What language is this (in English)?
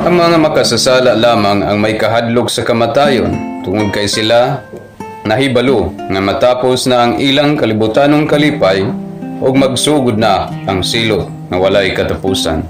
Cebuano